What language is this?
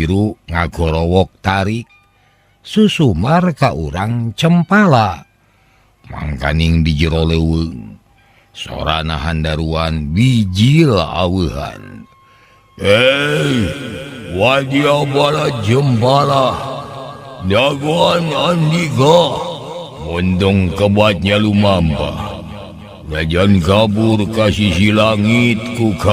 Sundanese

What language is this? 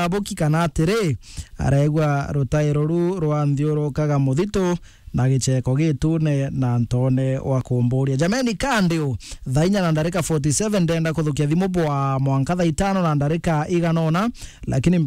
Meru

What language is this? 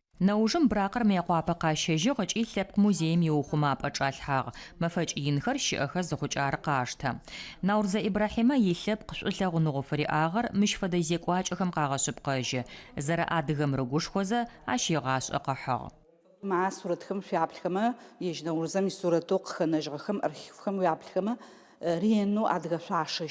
Adyghe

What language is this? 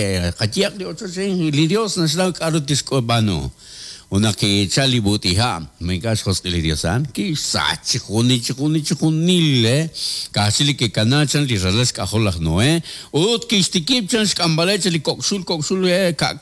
Kekchí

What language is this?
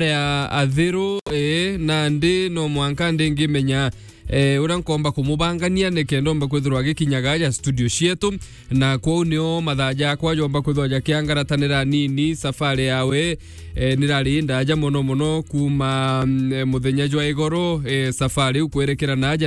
Meru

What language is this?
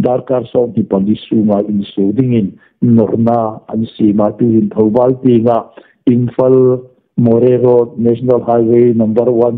Hmar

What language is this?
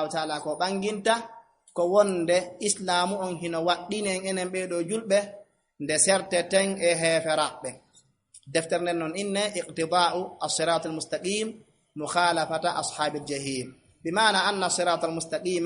Fula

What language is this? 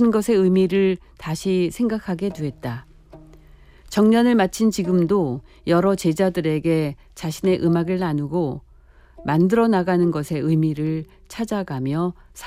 Korean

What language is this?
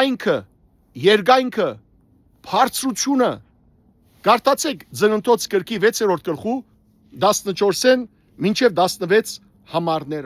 Western Armenian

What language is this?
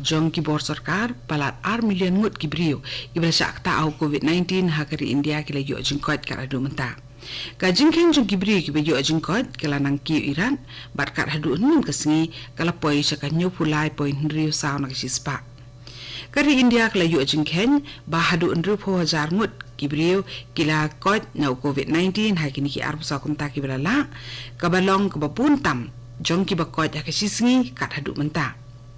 Khasi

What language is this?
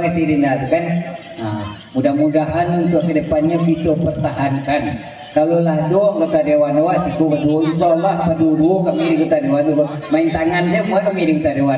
Minangkabau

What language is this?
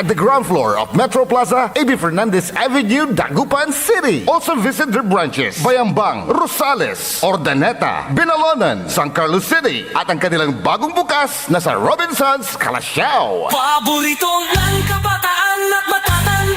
Pangasinan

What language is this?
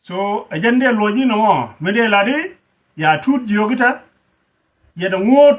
Nuer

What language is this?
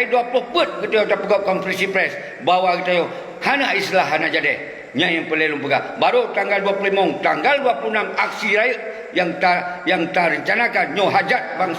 Achinese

